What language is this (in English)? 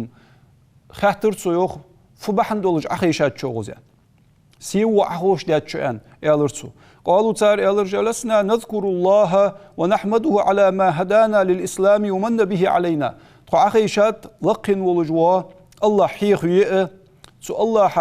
Ingush